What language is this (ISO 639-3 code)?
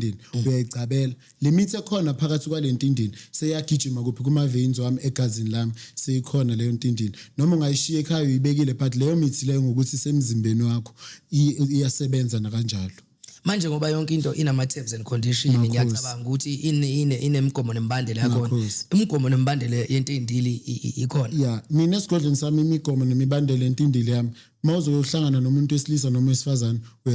zul